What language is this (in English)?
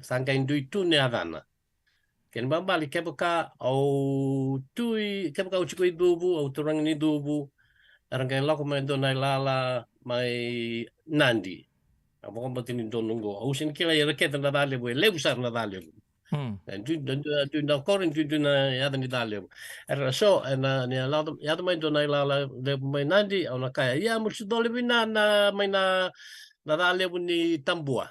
Fijian